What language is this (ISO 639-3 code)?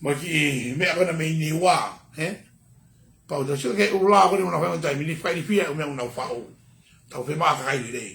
ton